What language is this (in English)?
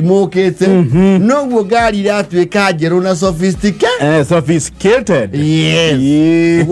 Kikuyu